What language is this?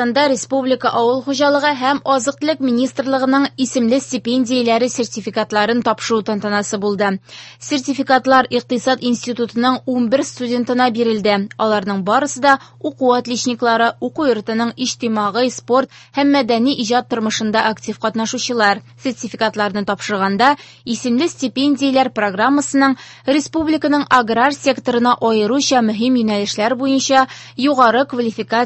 Tatar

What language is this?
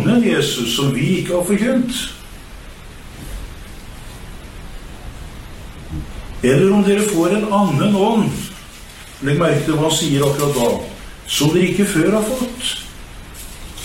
Norwegian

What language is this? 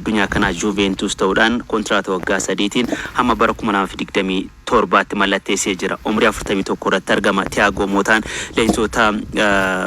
Oromo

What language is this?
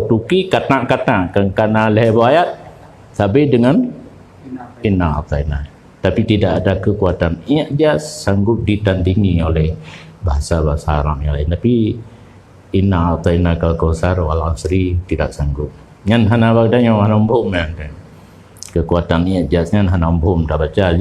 Achinese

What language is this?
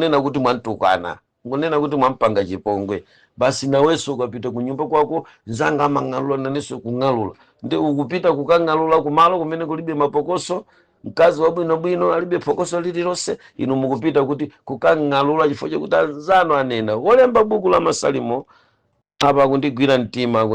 Nyanja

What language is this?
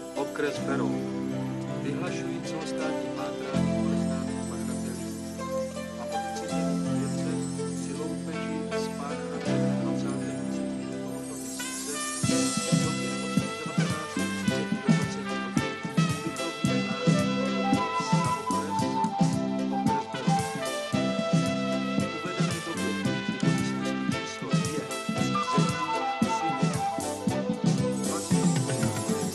Czech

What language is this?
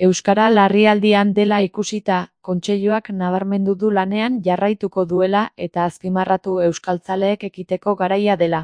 Basque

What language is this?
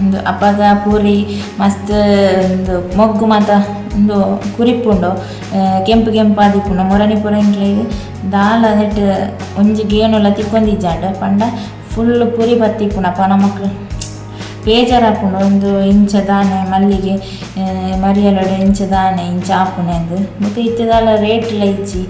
Tulu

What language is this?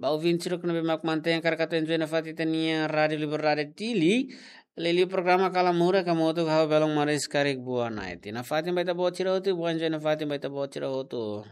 Tetum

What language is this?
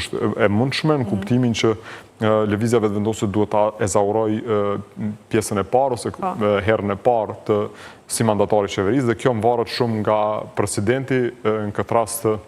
Albanian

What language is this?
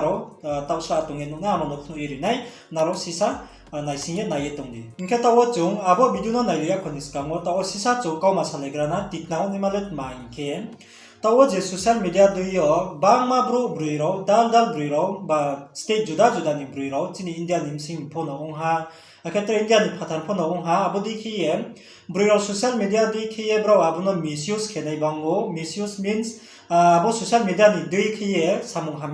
Riang (India)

